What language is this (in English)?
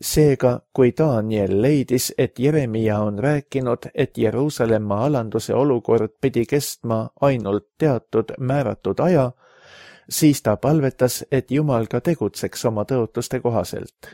Estonian